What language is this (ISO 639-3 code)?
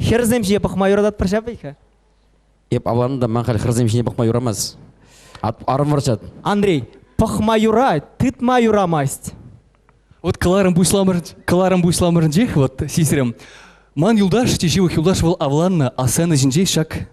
chv